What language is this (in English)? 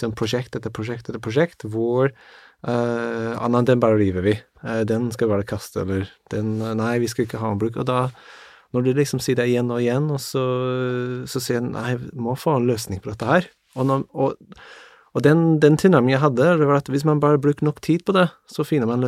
Norwegian